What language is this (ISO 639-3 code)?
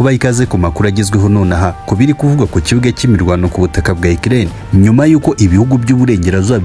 kin